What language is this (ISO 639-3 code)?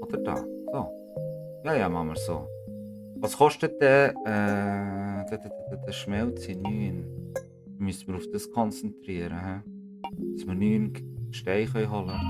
gsw